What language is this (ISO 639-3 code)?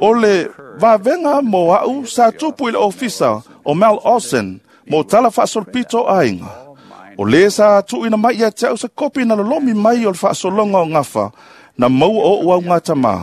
smo